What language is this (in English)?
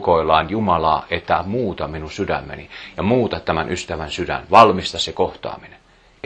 Finnish